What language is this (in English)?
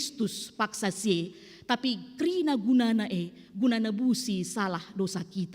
Batak Karo